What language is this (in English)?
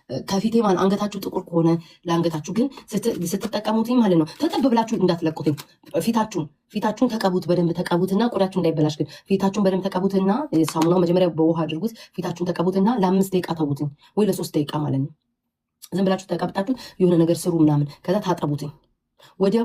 Amharic